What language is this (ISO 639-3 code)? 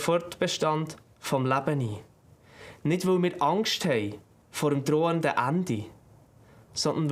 gsw